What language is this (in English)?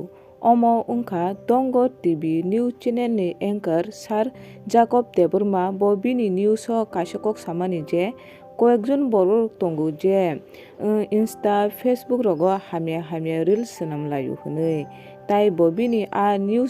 Kok Borok